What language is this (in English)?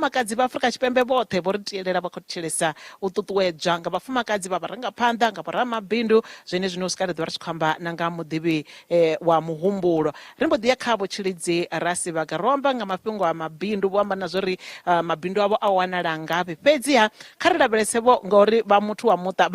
Venda